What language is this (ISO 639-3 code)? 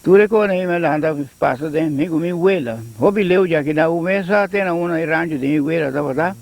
pap